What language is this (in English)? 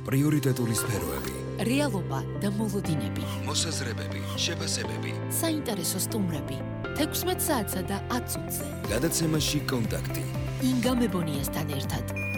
Georgian